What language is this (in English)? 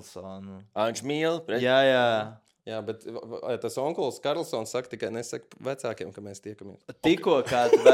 Latvian